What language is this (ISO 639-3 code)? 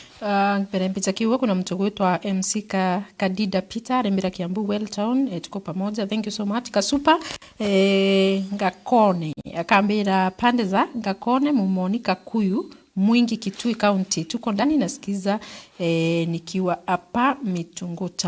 mer